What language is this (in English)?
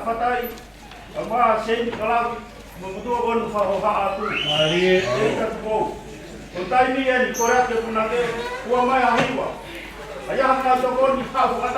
Tongan